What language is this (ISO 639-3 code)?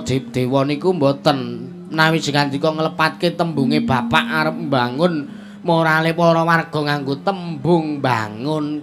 jav